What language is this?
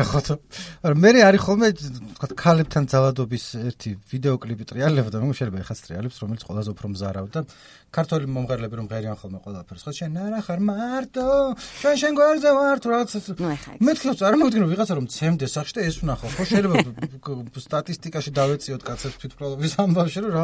Georgian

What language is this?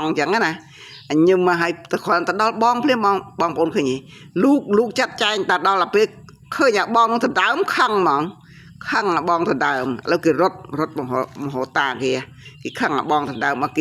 Khmer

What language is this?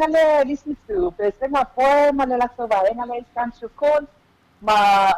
Samoan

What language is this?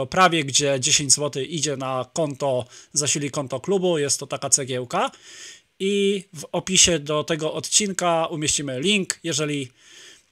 Polish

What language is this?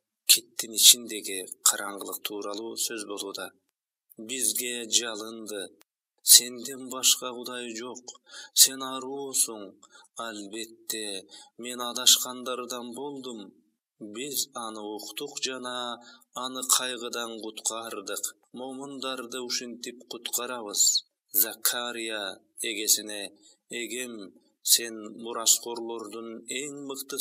Kyrgyz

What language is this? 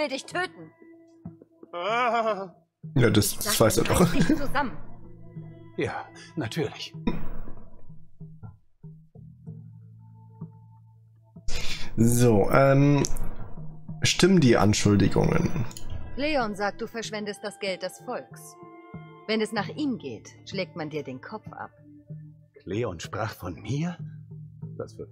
German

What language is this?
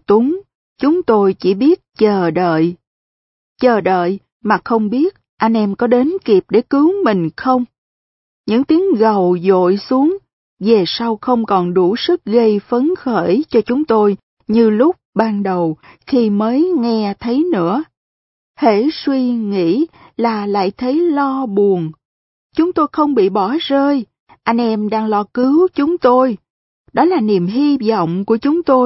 Vietnamese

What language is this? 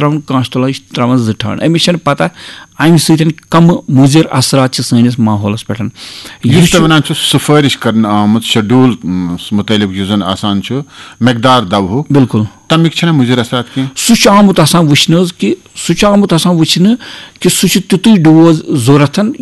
Kashmiri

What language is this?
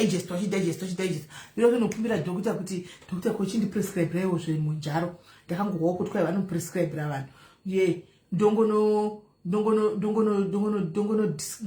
Shona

